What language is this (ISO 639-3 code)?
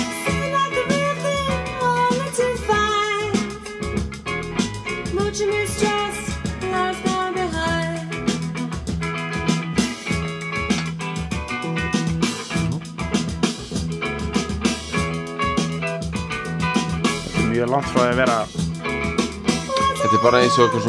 isl